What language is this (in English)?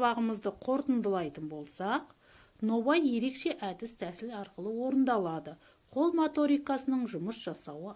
Kazakh